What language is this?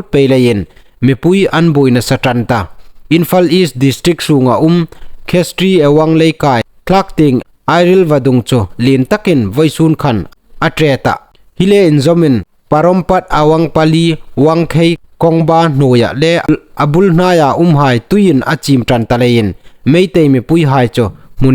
Hmar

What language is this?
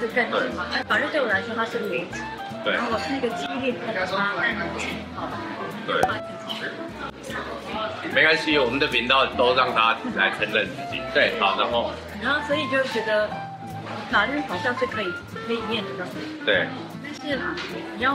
Chinese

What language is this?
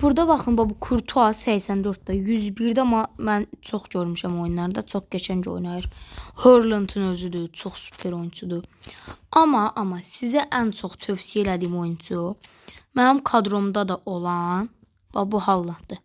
Azerbaijani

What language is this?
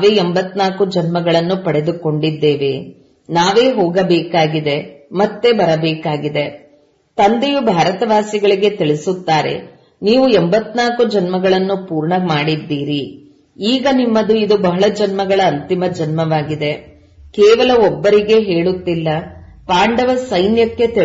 Kannada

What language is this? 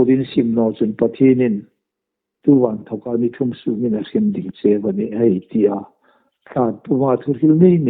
Hmar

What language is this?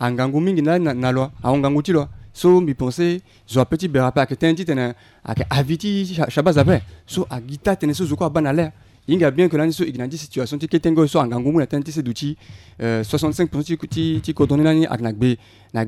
Sango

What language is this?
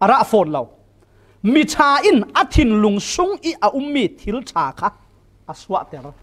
Falam Chin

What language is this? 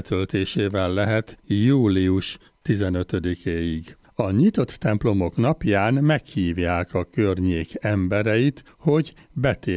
Hungarian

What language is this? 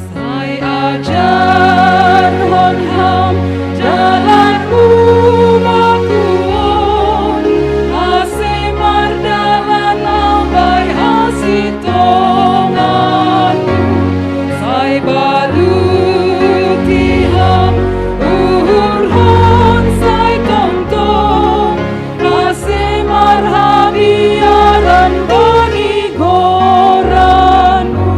Batak Simalungun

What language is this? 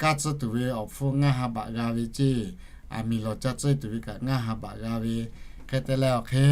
Lahu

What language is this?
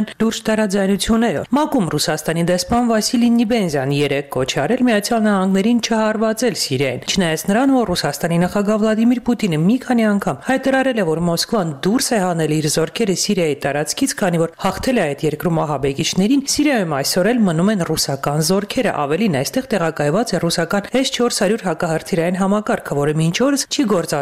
Armenian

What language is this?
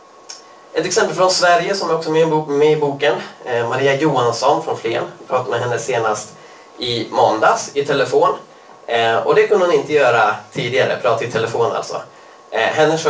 Swedish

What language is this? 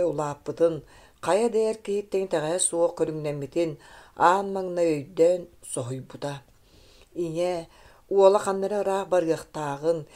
Yakut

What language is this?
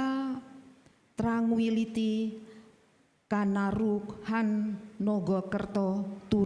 Batak Karo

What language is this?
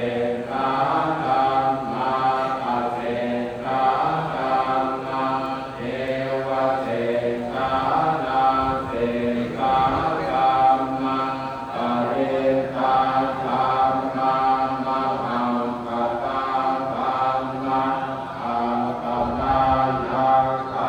Pali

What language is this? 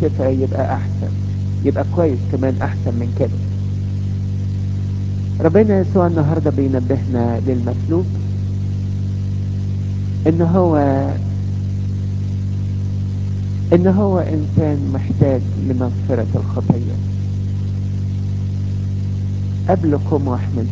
Egyptian Arabic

